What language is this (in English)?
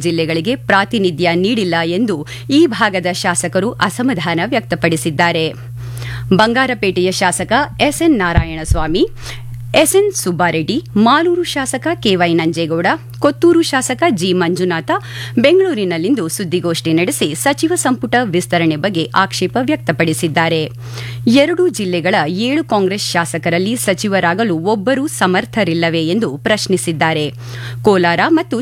Kannada